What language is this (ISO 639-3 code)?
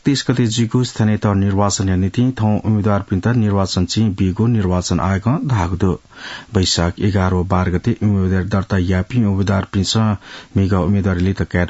new